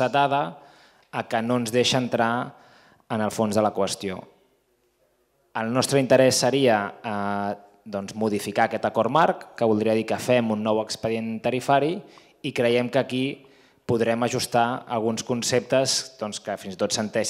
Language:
Catalan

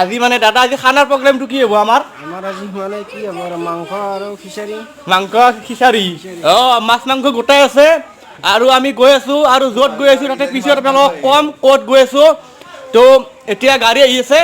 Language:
Assamese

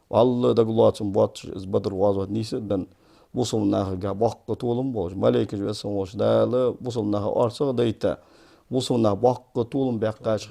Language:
Ingush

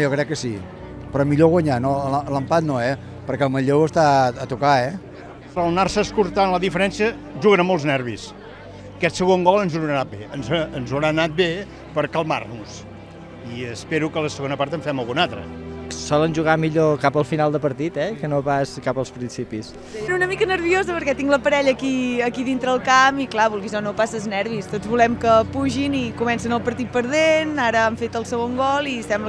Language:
Catalan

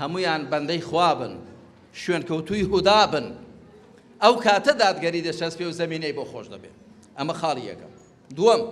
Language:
Central Kurdish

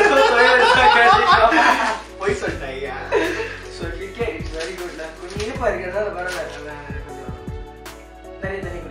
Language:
Tamil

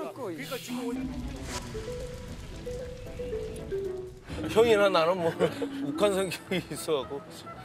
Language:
Korean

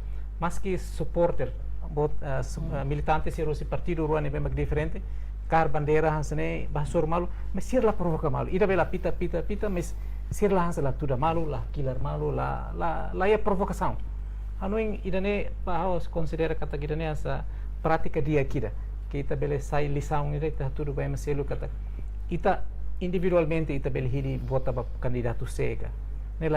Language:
Tetum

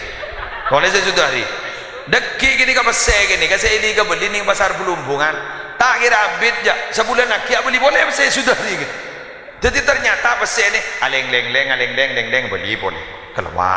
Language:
Madurese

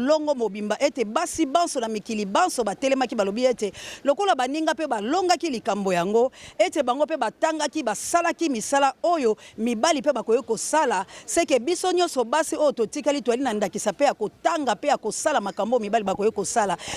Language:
Lingala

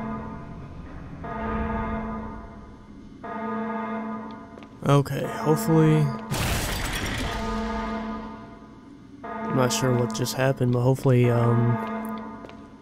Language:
English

